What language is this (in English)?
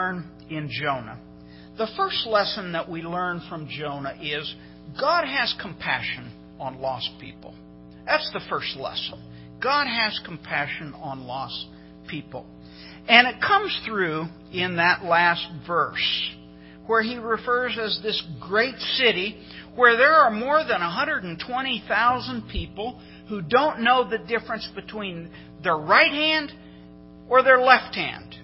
English